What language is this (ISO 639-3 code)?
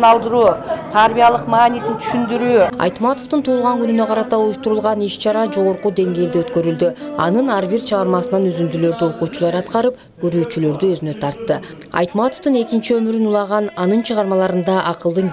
kir